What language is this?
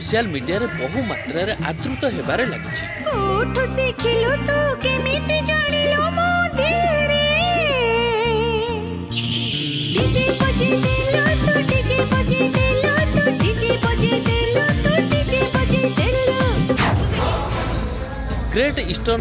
Odia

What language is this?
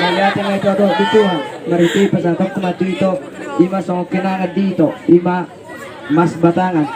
Batak Toba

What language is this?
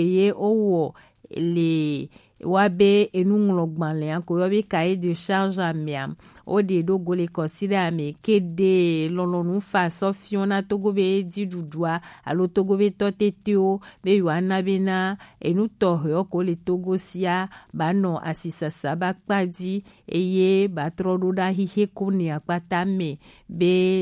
Gen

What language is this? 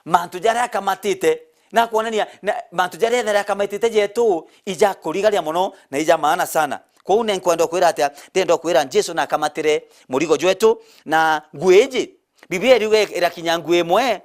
Meru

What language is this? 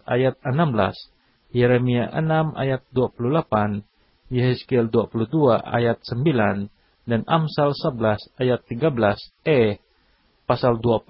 Indonesian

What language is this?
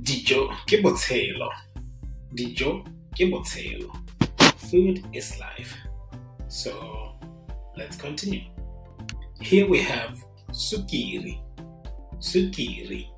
Tswana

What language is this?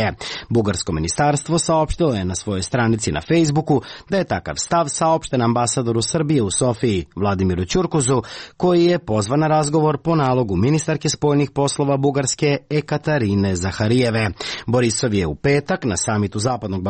Serbian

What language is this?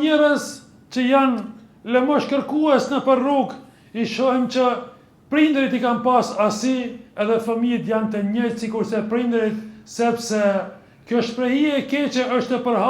Albanian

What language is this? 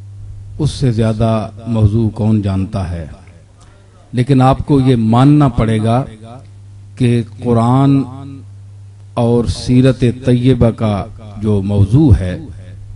Urdu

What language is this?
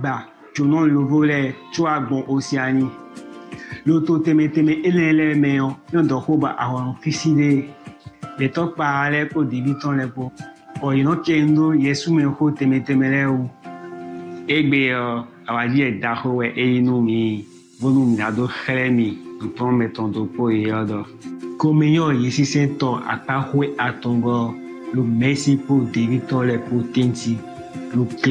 Chinese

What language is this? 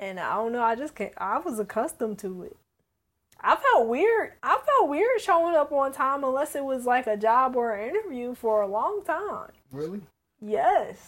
English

